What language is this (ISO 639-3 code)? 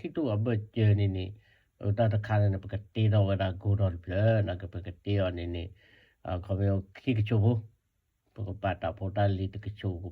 ksw